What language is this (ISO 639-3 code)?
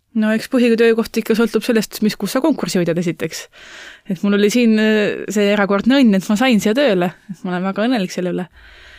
est